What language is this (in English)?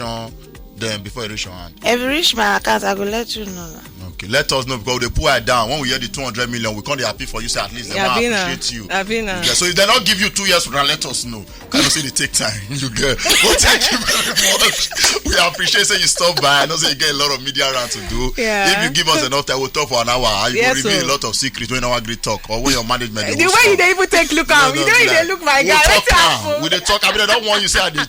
Nigerian Pidgin